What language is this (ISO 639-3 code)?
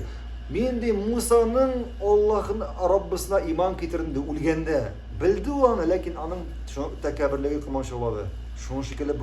tat